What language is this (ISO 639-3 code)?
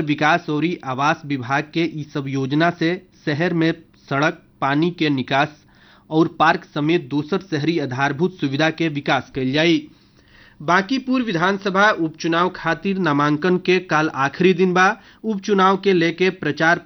bho